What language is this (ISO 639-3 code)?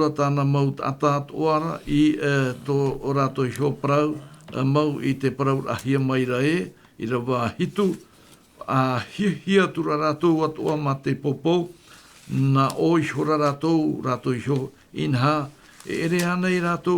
tah